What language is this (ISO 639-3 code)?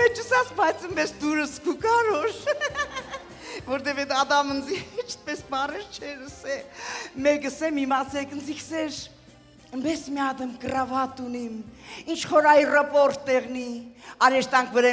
hye